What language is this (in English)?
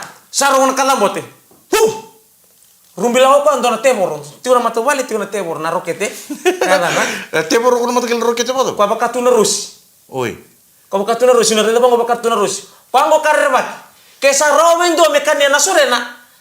Fijian